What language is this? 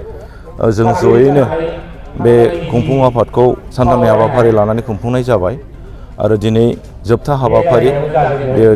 Bodo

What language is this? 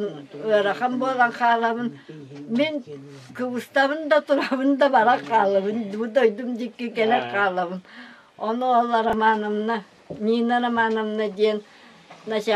Yakut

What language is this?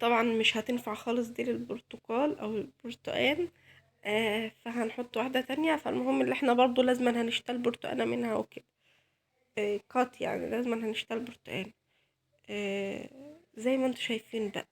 Egyptian Arabic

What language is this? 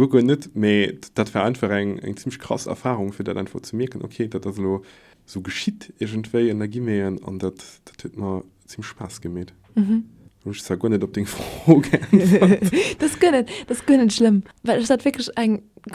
Luxembourgish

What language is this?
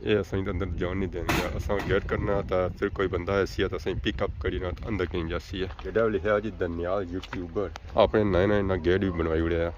Pahari-Potwari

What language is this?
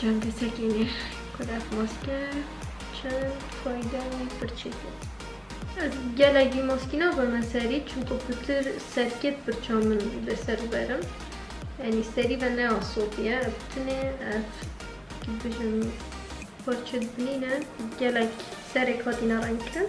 Kurdish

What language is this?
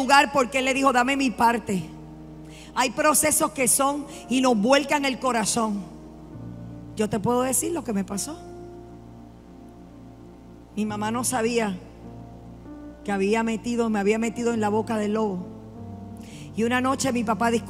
Spanish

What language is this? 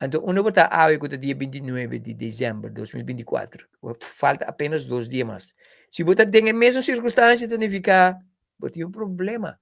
Papiamento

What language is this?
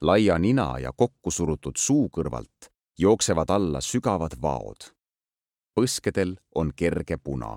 Estonian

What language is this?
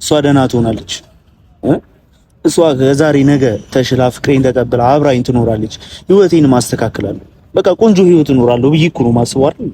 Amharic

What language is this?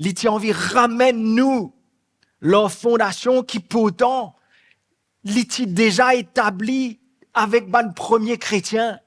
Morisyen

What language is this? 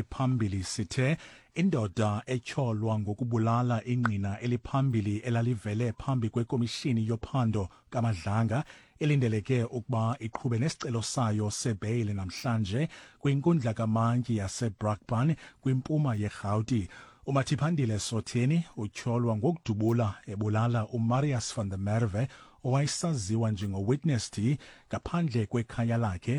Xhosa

